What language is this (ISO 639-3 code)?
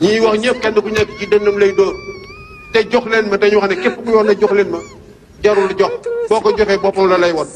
wol